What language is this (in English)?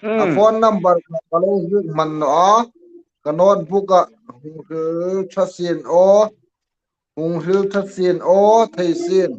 Hmar